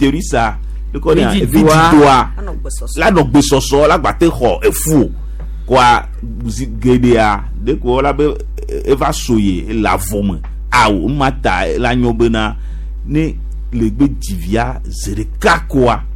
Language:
Gen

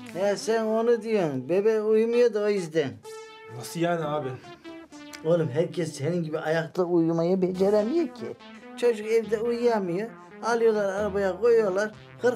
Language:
Turkish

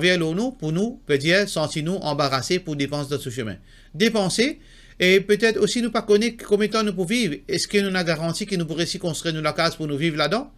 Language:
Morisyen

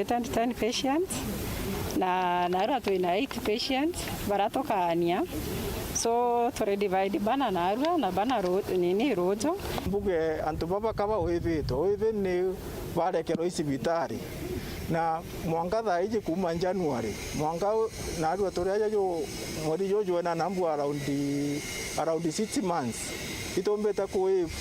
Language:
Meru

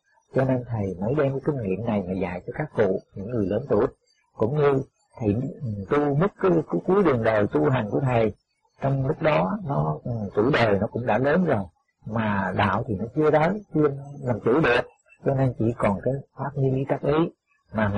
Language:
Vietnamese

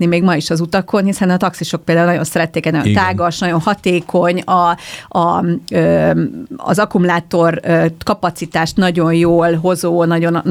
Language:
Hungarian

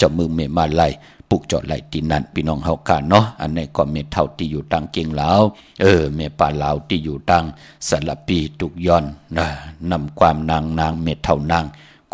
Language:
Shan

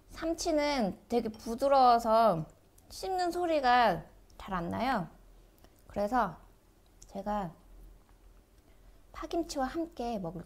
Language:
Korean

